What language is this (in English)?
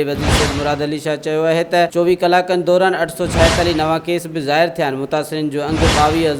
Sindhi